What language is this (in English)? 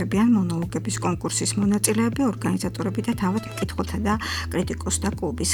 Georgian